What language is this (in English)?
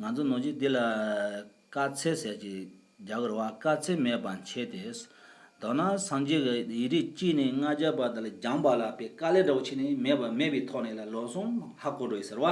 Tibetan